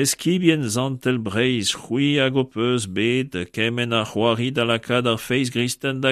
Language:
Breton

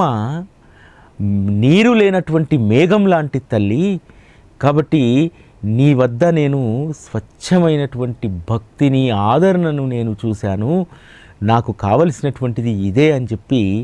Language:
Telugu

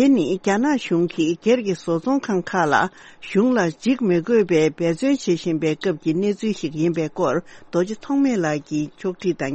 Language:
Tibetan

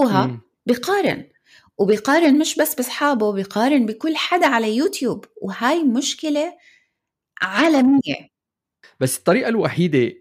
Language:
North Levantine Arabic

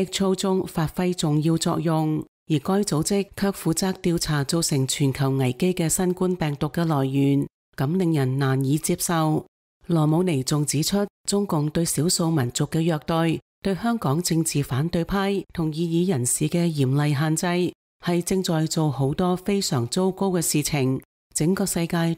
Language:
Cantonese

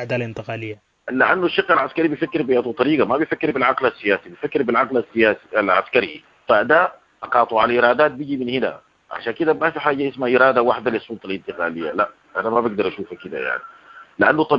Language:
Sudanese Arabic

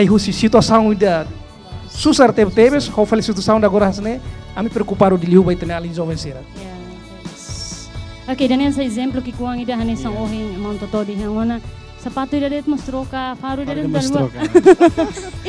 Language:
Tetum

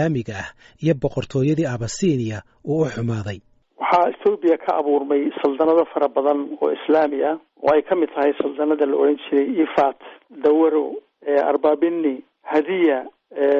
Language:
Somali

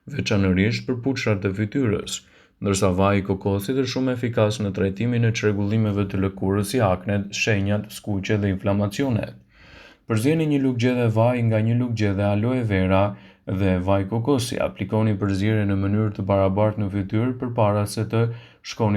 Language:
Albanian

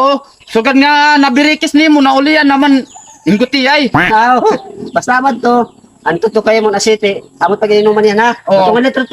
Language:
Waray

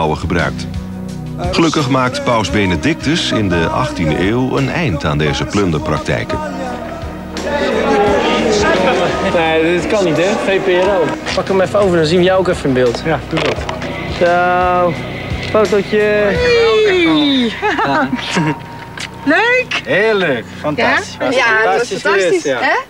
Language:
Dutch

